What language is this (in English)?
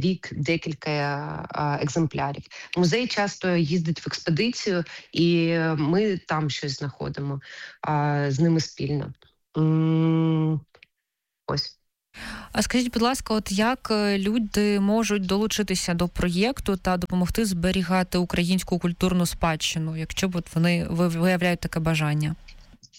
Ukrainian